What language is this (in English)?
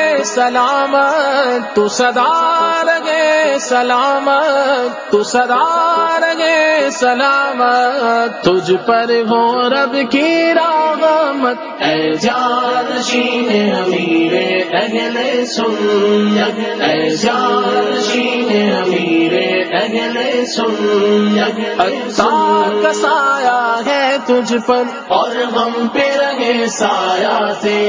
Urdu